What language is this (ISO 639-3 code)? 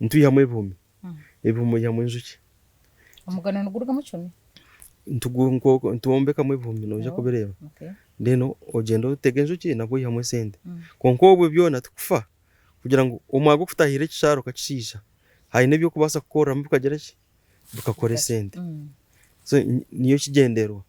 nyn